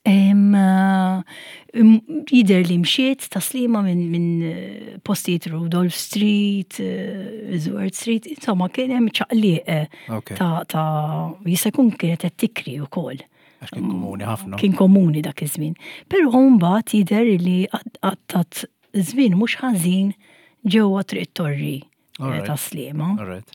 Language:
Maltese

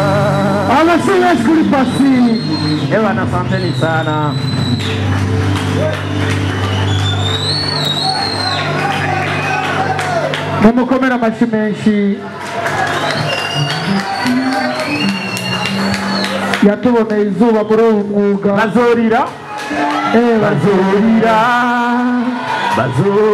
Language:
Rundi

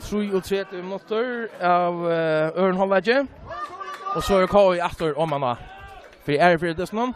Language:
Faroese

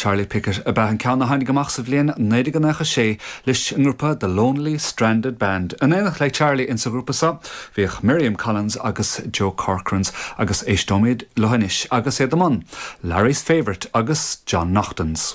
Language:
Irish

